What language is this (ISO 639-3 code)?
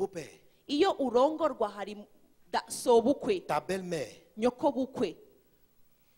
kin